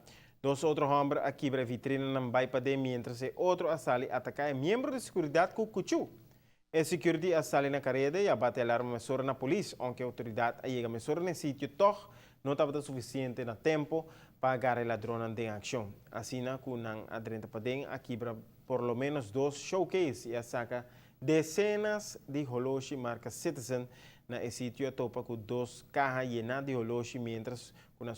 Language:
Papiamento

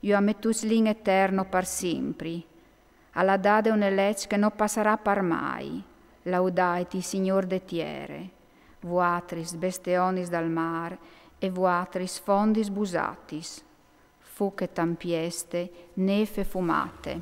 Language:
Friulian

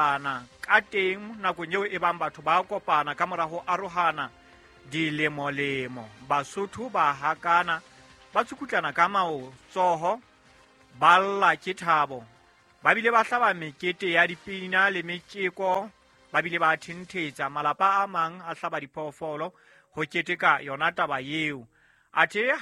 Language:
Southern Sotho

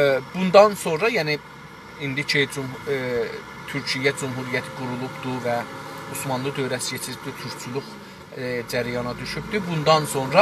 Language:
South Azerbaijani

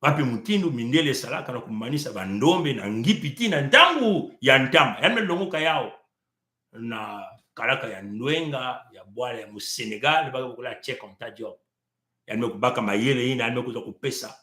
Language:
Kituba (Congo)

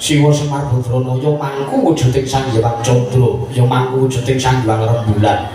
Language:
Javanese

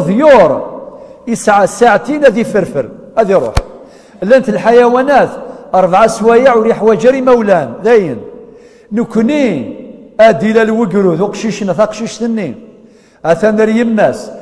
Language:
Kabyle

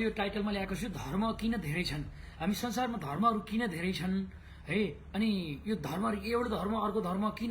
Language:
Nepali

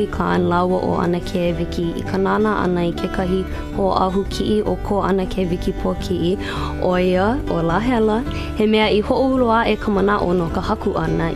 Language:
Hawaiian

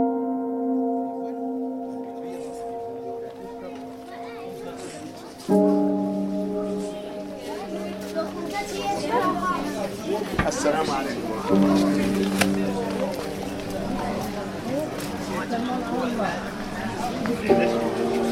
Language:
Arabic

